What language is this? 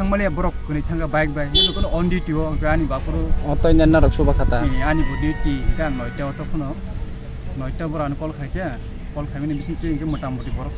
Kok Borok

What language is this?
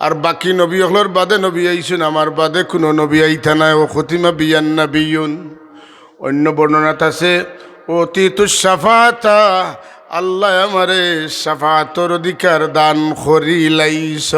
Sylheti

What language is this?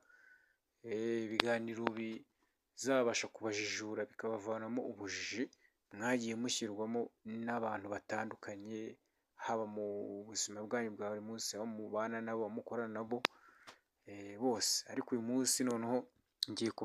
Kinyarwanda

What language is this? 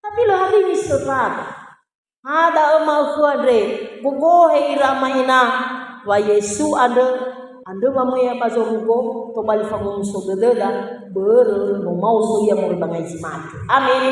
Nias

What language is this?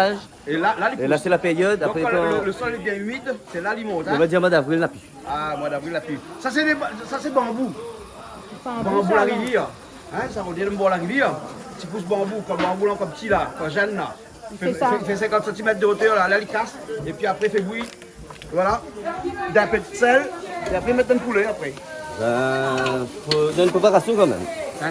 Réunion Creole French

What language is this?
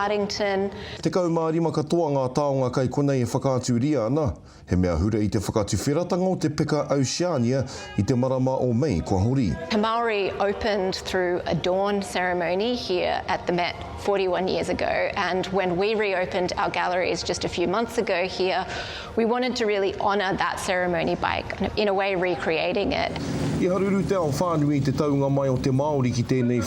Māori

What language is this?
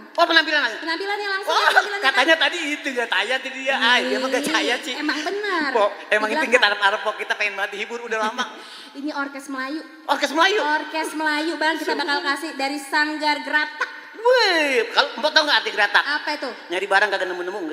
Betawi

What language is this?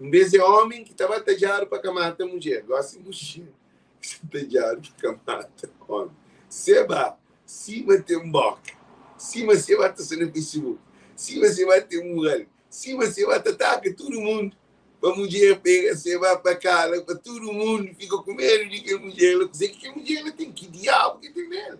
Kabuverdianu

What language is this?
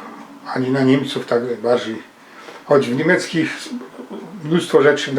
Silesian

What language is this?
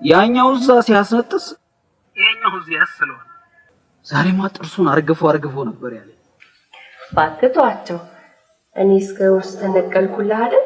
Amharic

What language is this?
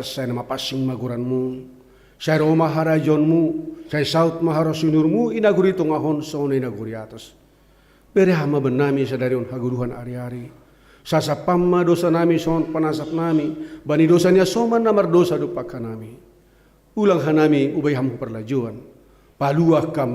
Batak Simalungun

